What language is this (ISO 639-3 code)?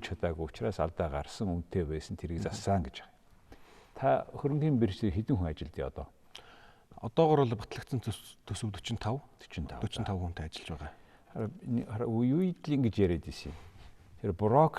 mon